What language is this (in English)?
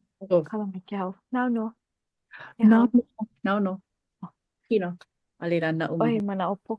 Hawaiian